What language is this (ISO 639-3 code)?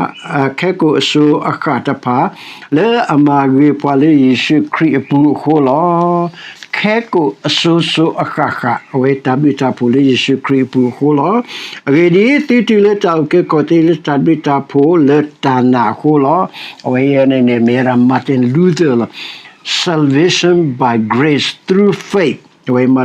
ksw